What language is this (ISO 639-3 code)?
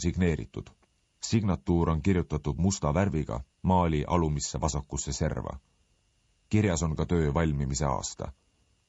est